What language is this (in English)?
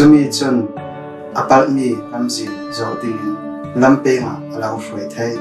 Falam Chin